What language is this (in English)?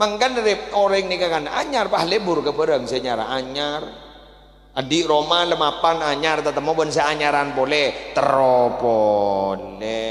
Madurese